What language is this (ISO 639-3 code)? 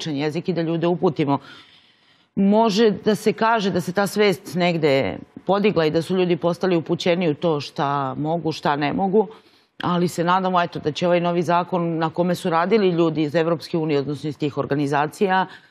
srp